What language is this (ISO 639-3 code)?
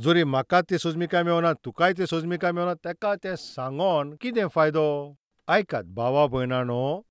kok